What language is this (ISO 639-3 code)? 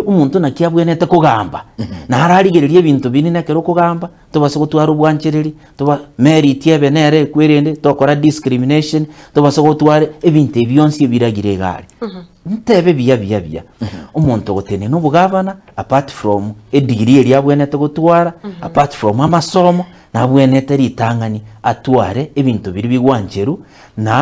guz